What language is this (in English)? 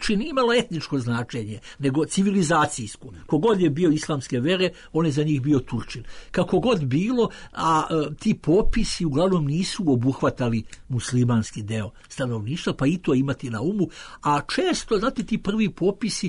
Serbian